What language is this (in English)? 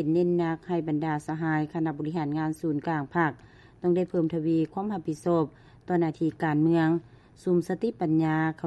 Lao